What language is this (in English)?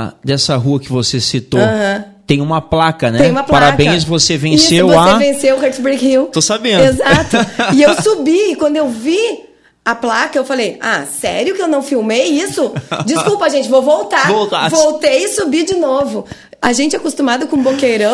Portuguese